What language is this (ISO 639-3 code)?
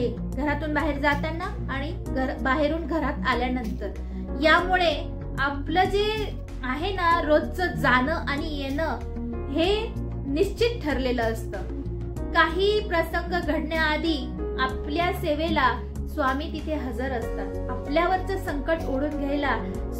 mar